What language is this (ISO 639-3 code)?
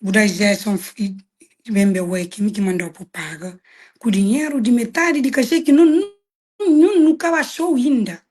kea